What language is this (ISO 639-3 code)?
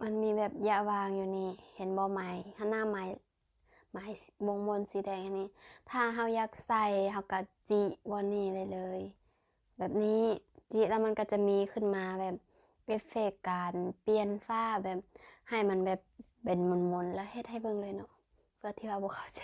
lao